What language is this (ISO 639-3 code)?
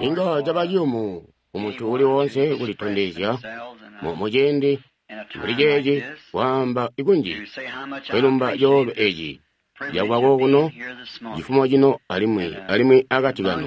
toi